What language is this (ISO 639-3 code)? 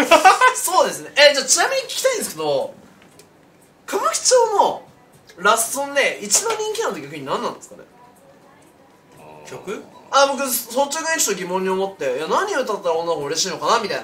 jpn